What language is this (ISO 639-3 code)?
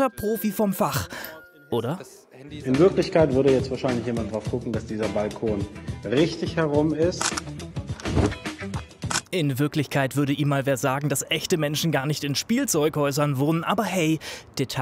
deu